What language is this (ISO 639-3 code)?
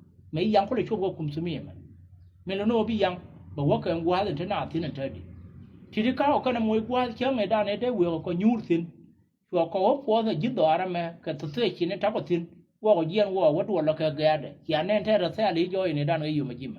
nus